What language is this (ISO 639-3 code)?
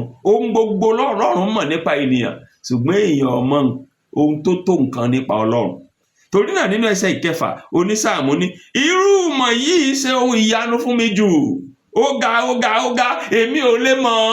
yor